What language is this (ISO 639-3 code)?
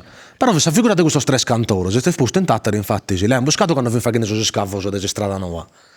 srd